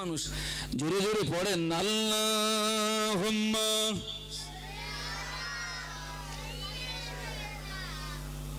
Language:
Bangla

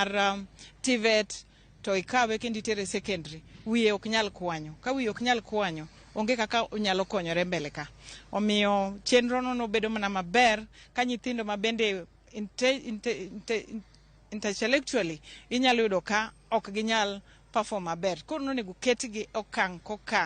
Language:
Luo (Kenya and Tanzania)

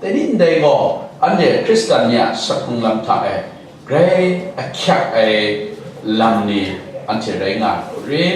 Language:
Kachin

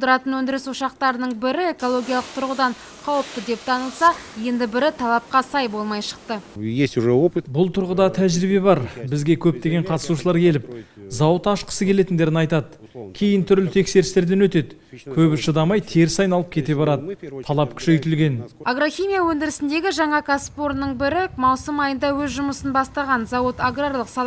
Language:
Kazakh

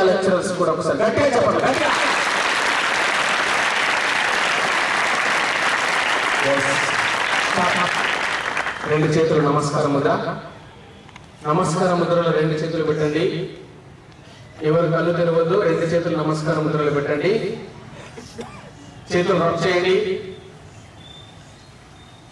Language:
Telugu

